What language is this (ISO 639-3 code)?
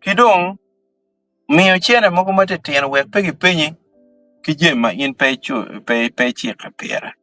ach